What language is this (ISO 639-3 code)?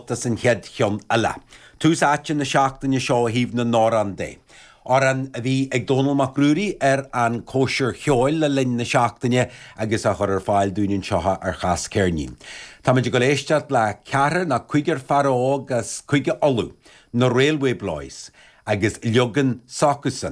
gle